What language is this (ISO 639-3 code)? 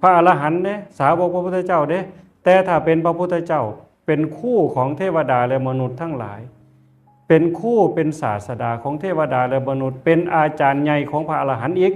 tts